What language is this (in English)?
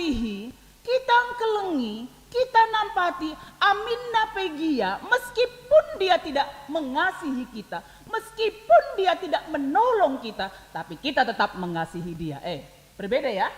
Batak Karo